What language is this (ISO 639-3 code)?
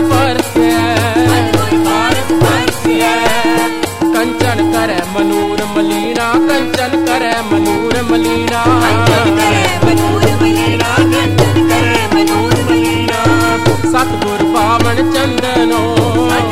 pan